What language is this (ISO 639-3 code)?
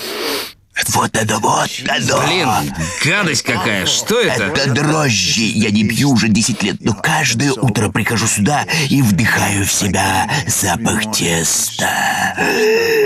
rus